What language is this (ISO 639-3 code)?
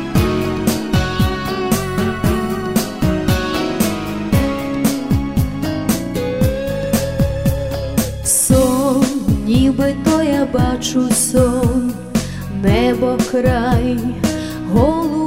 ukr